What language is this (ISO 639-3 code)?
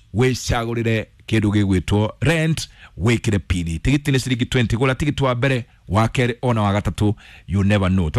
kik